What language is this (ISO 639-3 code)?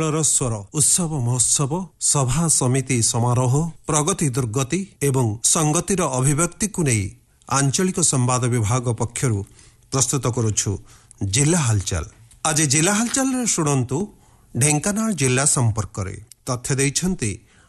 ori